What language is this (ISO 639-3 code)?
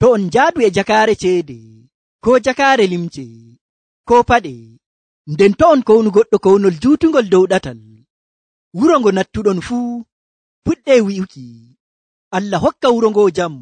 fuv